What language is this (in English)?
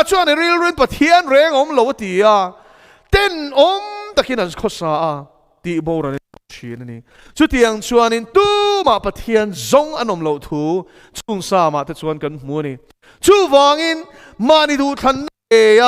Mizo